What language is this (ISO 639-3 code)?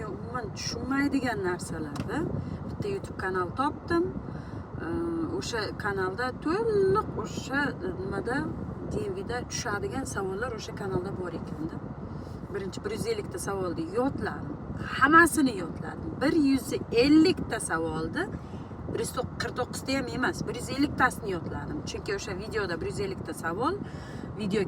uzb